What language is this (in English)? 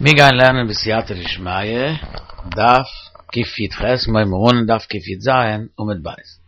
Yiddish